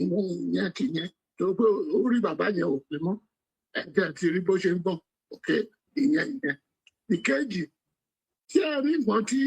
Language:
Yoruba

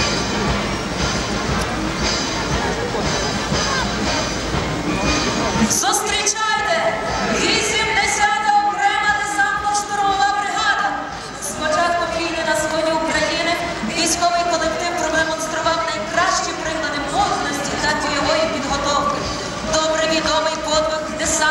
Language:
Ukrainian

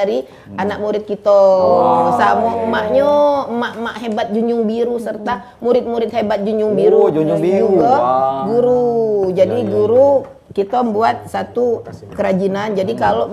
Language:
Musi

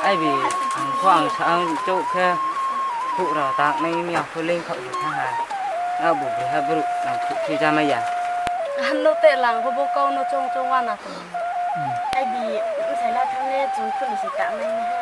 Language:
Riang (India)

